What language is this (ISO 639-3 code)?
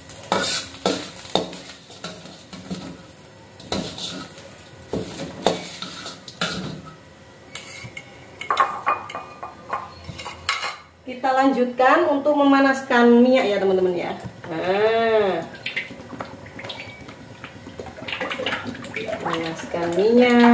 ind